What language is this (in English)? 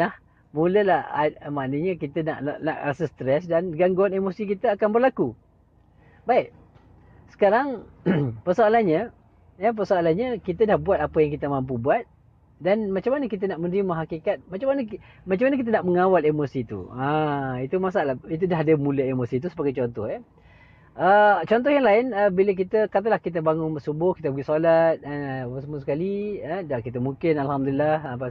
Malay